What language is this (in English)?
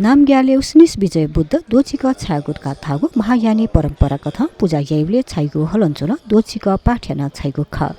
Newari